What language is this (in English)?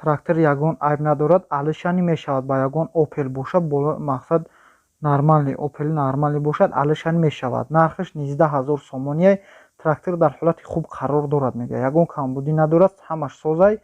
Tajik